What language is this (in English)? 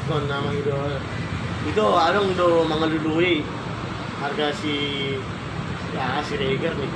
Batak Toba